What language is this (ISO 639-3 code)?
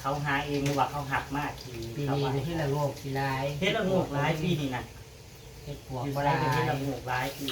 tts